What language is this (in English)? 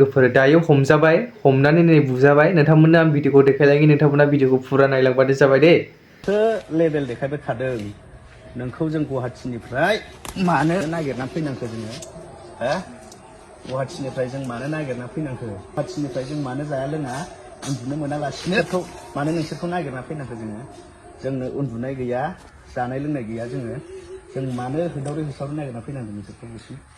Bodo